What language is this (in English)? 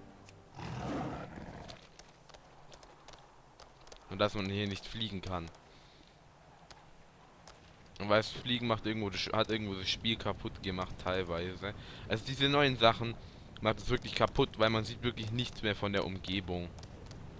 German